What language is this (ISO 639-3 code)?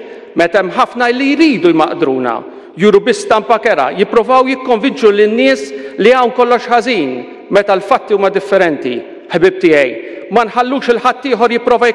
mlt